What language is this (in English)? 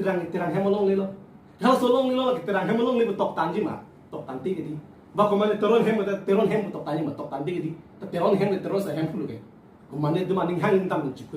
Karbi